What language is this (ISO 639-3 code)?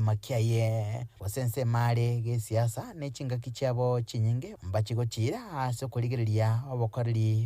guz